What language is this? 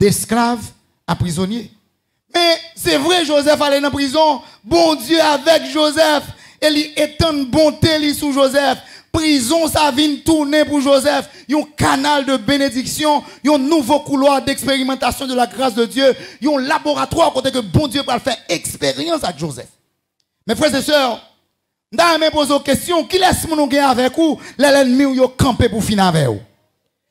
French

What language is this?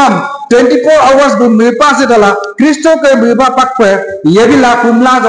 Adi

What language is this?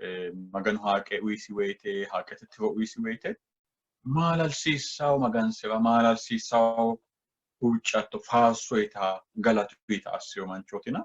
Sidamo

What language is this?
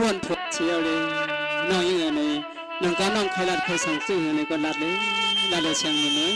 Shan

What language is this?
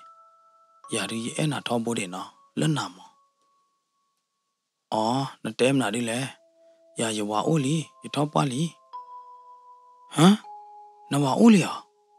S'gaw Karen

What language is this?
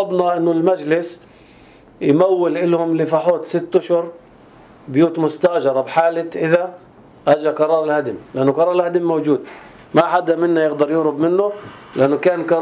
North Levantine Arabic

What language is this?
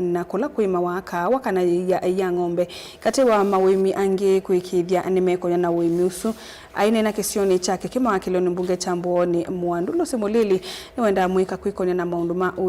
Kamba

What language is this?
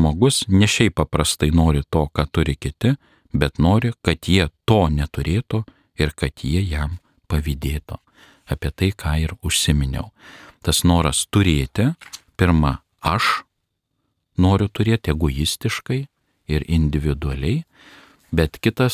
Lithuanian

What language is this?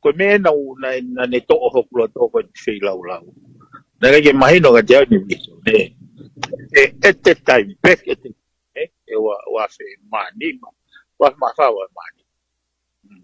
Tongan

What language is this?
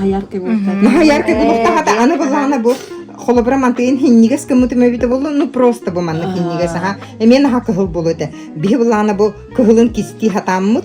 Yakut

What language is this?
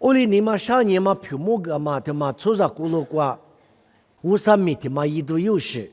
Lisu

